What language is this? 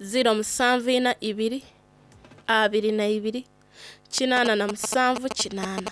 Soga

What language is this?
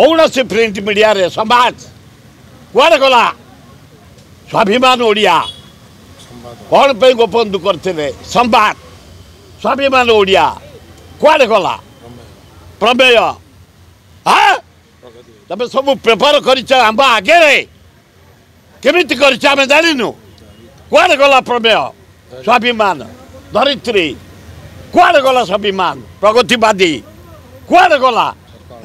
Odia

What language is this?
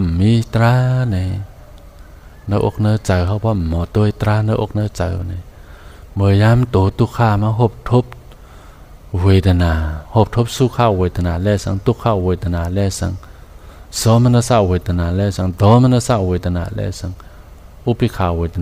Shan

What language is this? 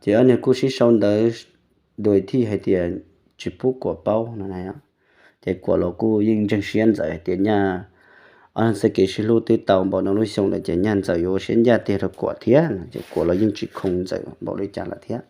Hmong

